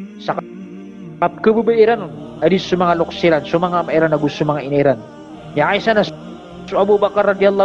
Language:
Maranao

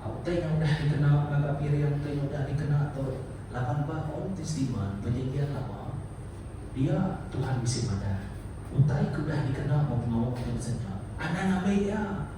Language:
Iban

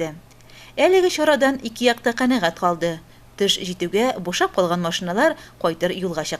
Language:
Tatar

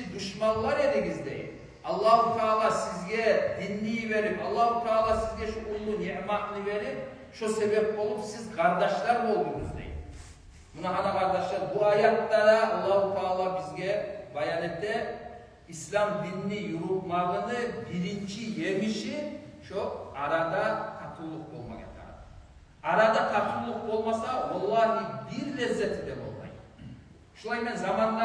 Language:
Kumyk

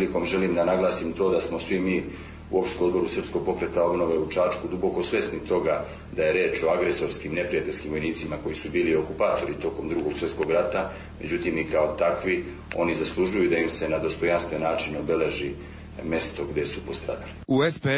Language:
Serbian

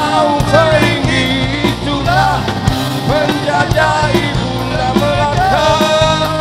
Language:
Malay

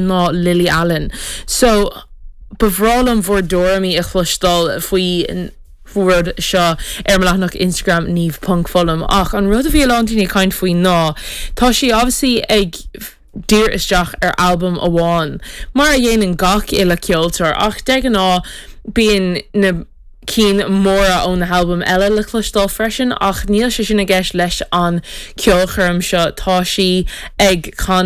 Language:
Irish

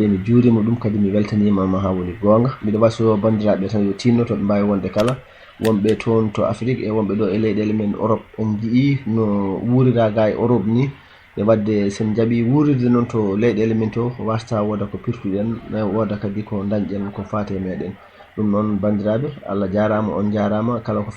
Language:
Fula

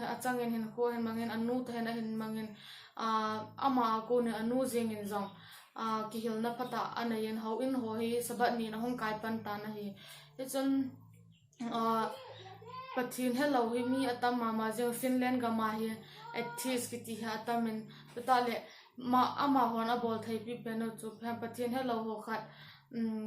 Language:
Thado Chin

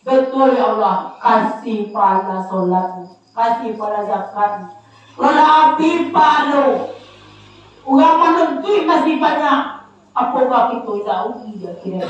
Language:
Minangkabau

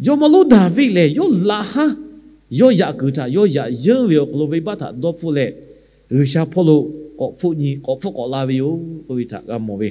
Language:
Lahu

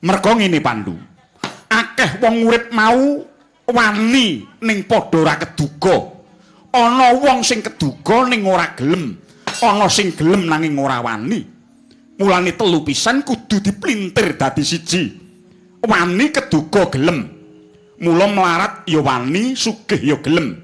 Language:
Javanese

